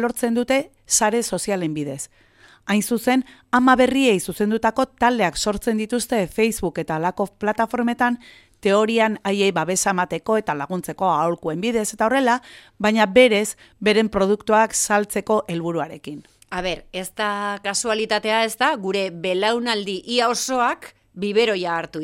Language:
Basque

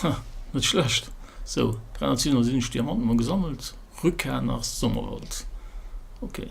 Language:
Luxembourgish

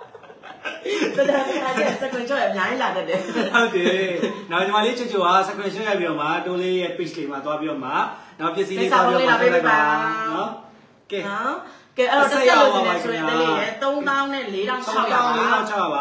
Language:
Burmese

